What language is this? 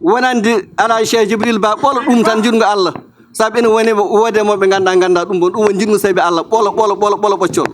Fula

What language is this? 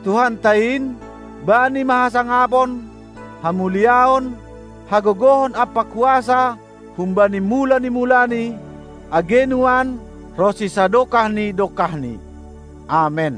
Batak Simalungun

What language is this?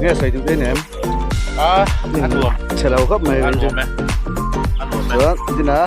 Mizo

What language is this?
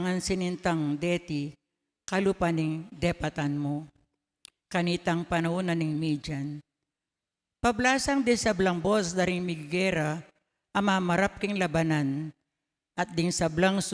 Pampanga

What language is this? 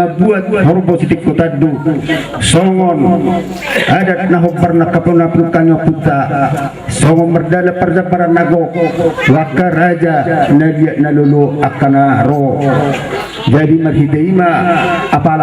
Batak Toba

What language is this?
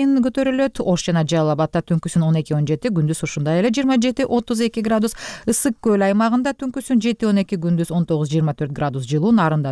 Kyrgyz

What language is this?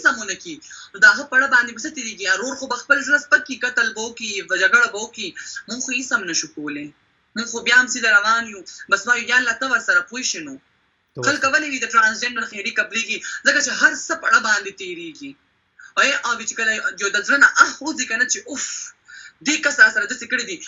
Pashto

